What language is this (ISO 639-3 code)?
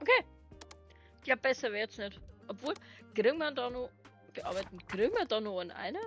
bar